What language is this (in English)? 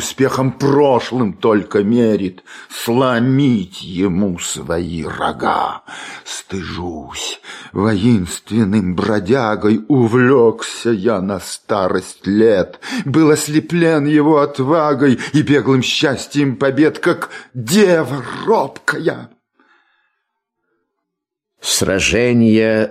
Russian